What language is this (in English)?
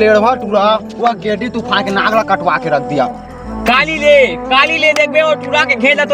Chhattisgarhi